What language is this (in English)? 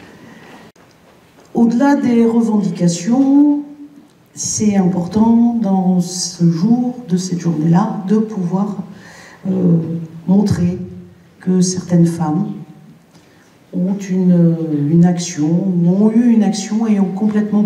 French